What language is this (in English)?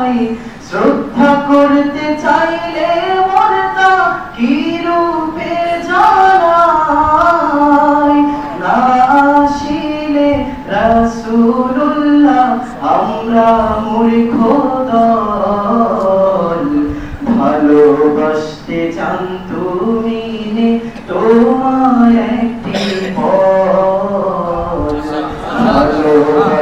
Bangla